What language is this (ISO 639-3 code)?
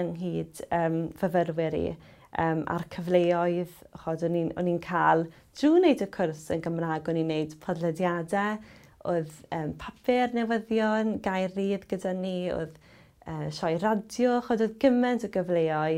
cym